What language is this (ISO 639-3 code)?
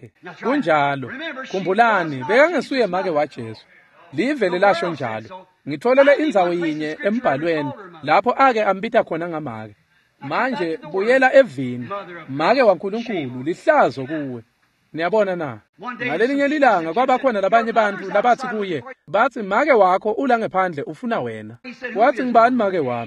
ssw